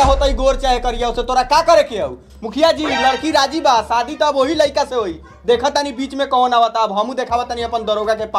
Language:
Bhojpuri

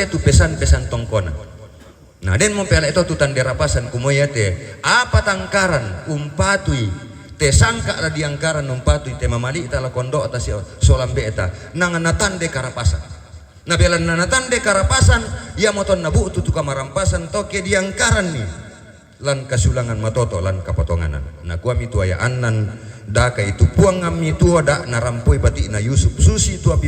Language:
Toraja-Sa'dan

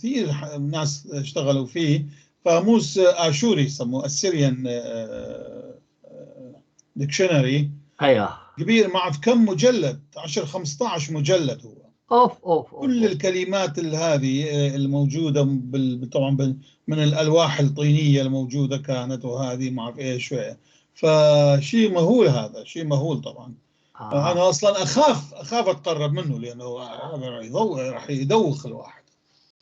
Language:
North Levantine Arabic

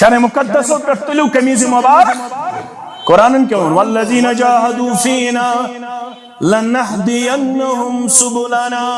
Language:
Kashmiri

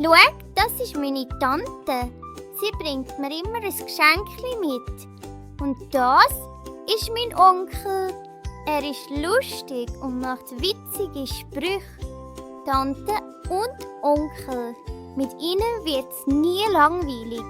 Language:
Swiss German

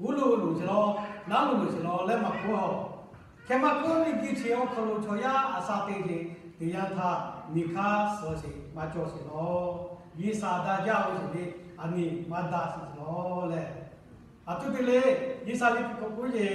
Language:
Lahu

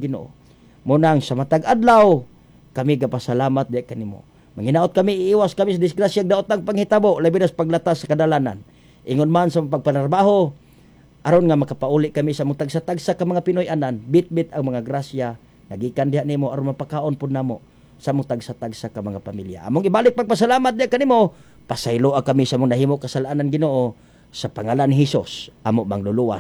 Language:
Cebuano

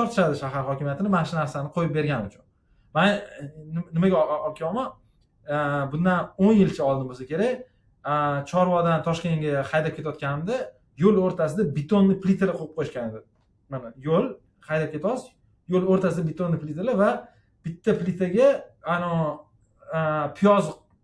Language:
Uzbek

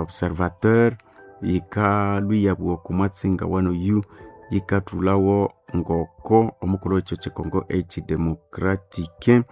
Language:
Nande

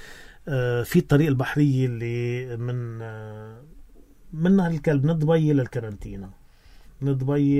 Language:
North Levantine Arabic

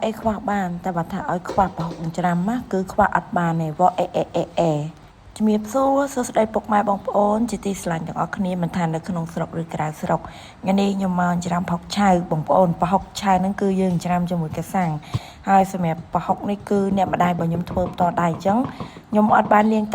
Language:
Khmer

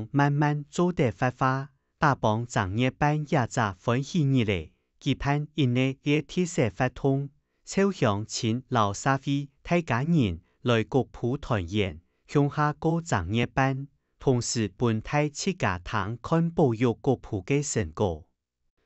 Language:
Hakka Chinese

